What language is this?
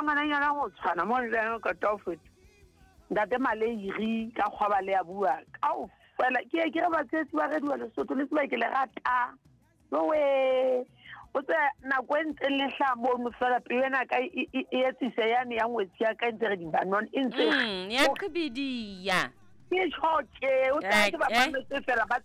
Southern Sotho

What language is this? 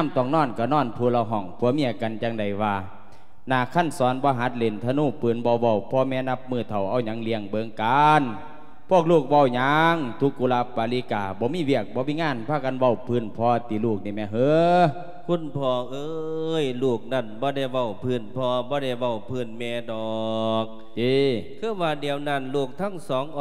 Lao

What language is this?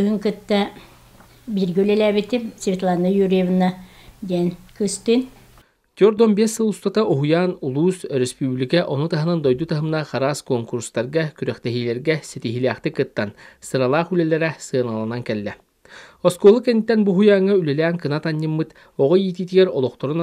Yakut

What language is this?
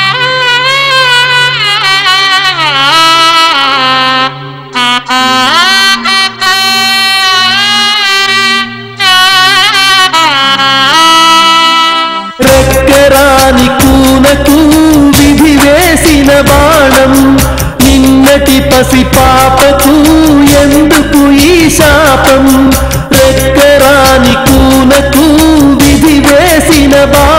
Telugu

